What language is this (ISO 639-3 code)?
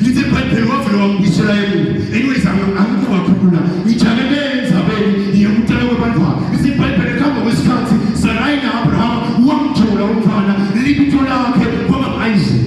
ssw